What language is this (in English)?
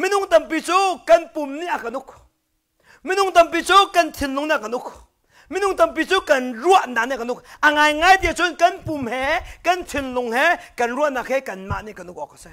Hakha Chin